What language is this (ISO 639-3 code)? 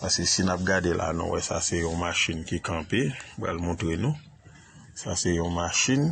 hat